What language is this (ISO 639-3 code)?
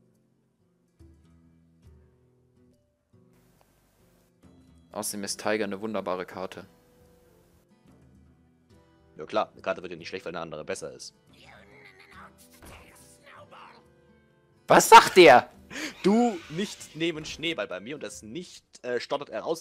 deu